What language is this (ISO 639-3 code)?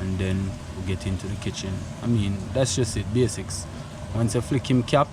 jam